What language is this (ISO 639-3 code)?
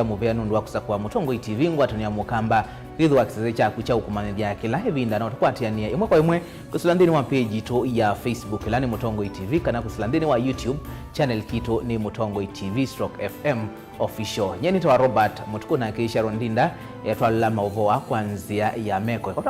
kam